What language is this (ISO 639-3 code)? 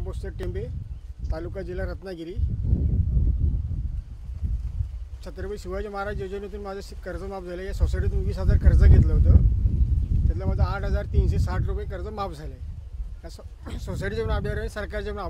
mar